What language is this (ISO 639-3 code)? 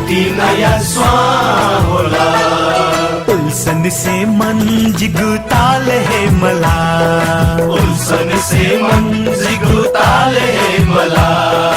new